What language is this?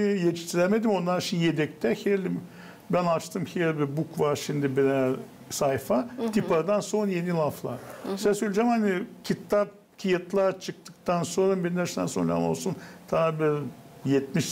Gagauz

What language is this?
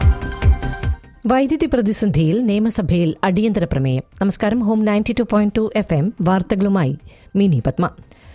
Malayalam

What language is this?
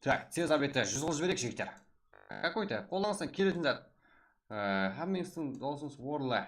Kara-Kalpak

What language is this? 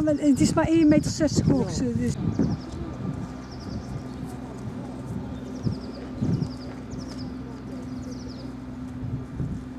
Dutch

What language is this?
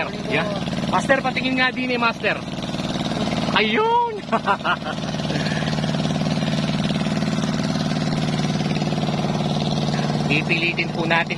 Filipino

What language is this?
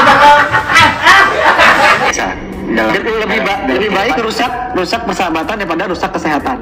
Indonesian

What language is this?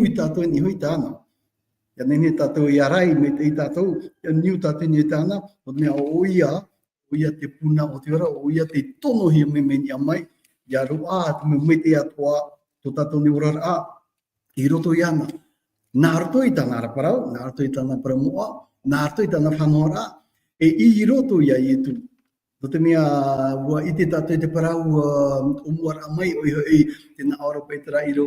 Tahitian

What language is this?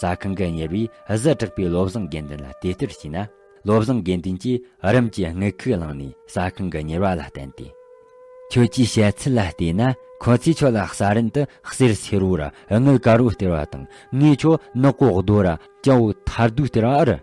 Tibetan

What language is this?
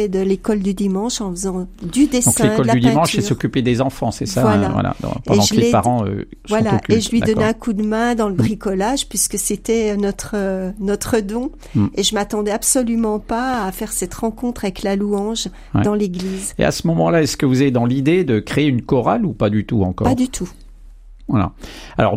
French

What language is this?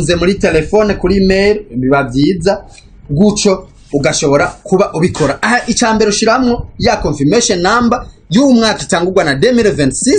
Rundi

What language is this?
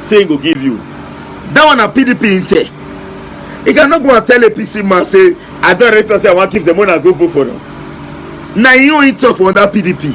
Nigerian Pidgin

